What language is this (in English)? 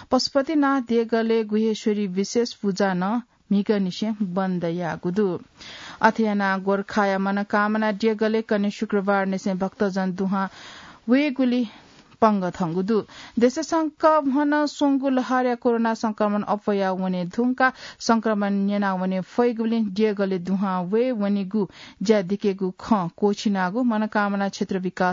Newari